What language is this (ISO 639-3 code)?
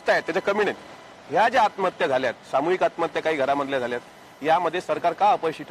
mar